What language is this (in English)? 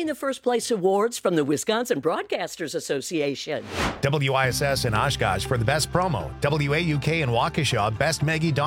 English